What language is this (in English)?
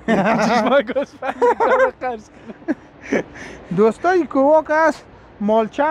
Persian